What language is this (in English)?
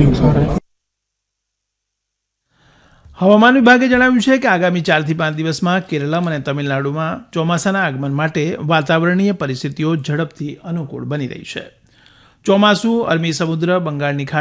Gujarati